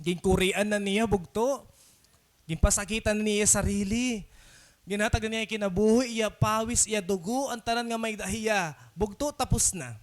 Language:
Waray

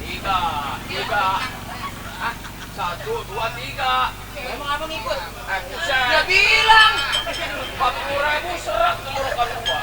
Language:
Betawi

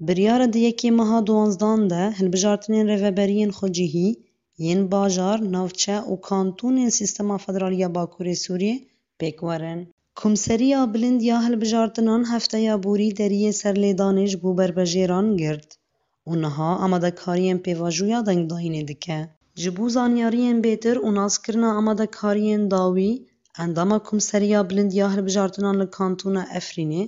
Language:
Kurdish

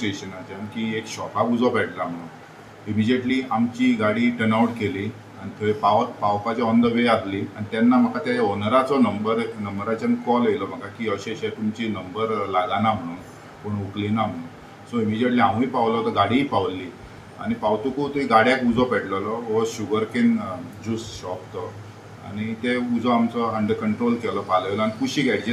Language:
Konkani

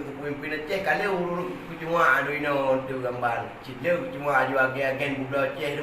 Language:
Achinese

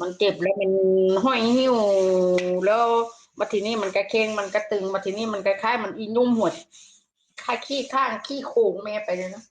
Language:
Northeastern Thai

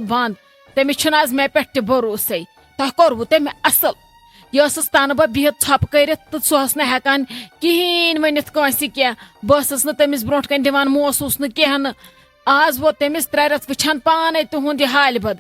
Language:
Kashmiri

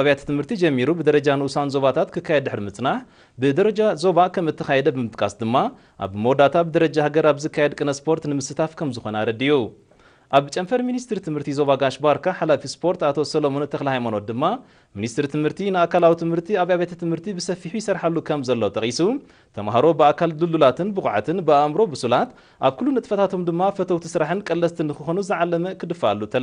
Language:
Tigrinya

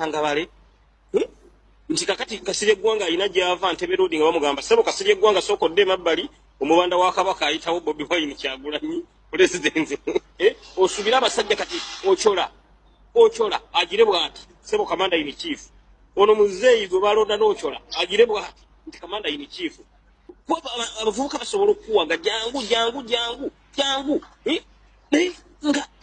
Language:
Ganda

